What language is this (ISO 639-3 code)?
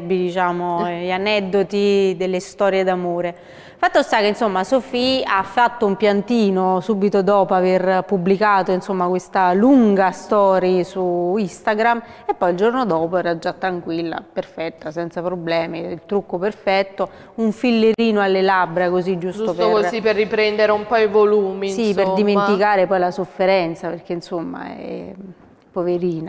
ita